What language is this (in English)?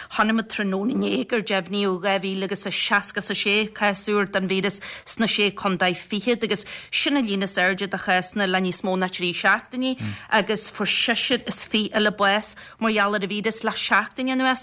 Irish